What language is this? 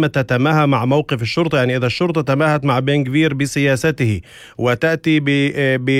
North Levantine Arabic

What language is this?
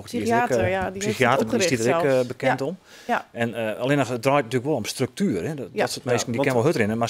Western Frisian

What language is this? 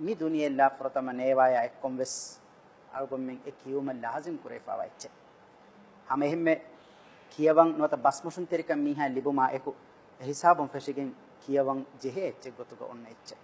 Divehi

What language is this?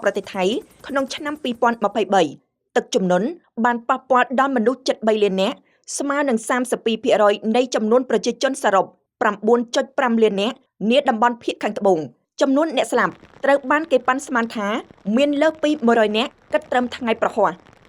Khmer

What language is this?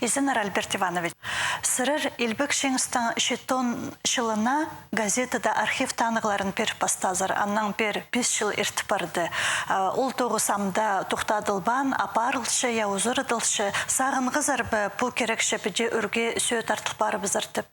Khakas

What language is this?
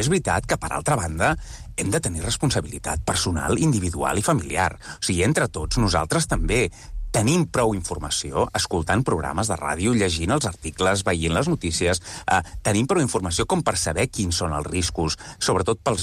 Catalan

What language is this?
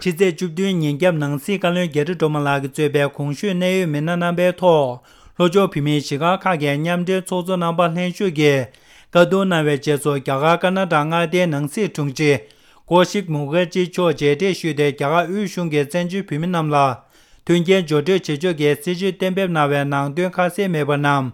Tibetan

